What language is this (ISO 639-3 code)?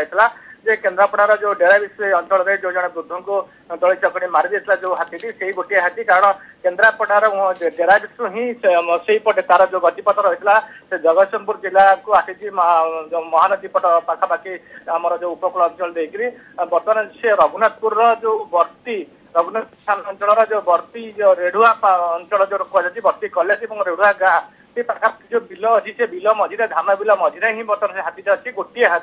ori